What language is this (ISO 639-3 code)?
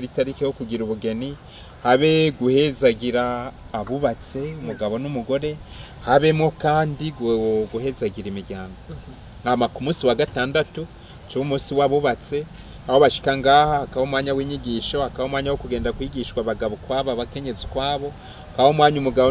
run